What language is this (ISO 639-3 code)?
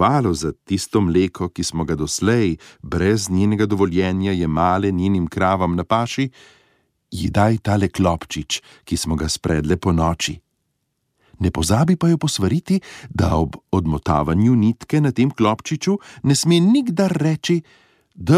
slv